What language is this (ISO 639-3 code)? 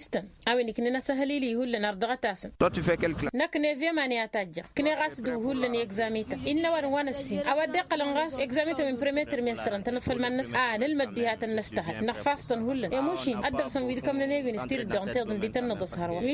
taq